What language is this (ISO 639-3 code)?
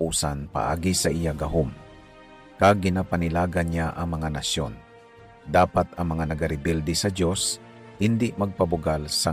hil